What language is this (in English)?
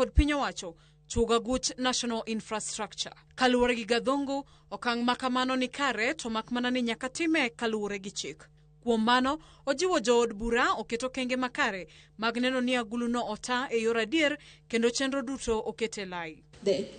Luo (Kenya and Tanzania)